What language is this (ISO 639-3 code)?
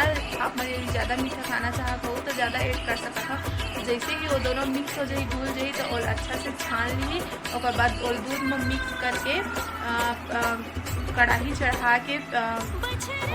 hne